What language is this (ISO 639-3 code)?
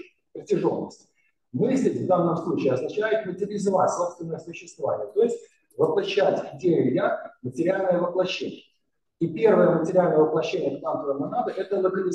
rus